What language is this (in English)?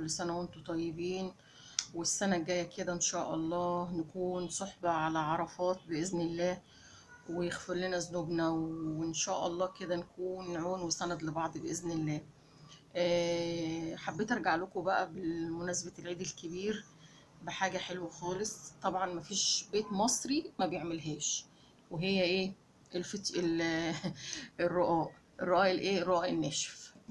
Egyptian Arabic